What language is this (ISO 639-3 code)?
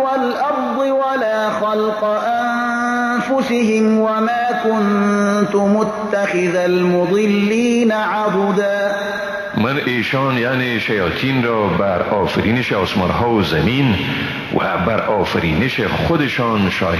fas